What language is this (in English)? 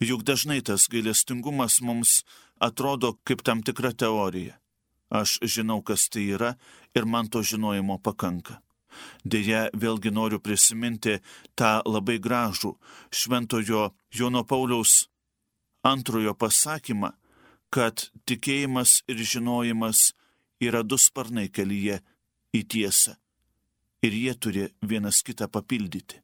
Lithuanian